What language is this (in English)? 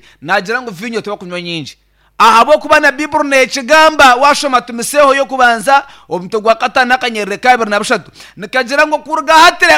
Nyankole